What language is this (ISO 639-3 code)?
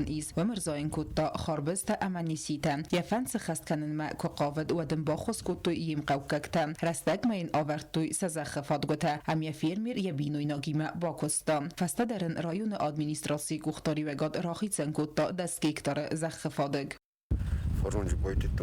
oss